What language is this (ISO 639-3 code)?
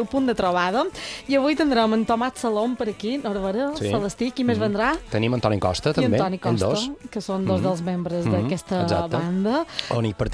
cat